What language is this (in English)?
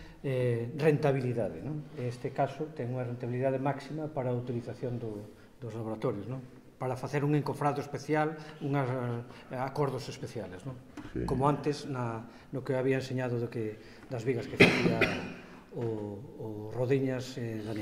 Galician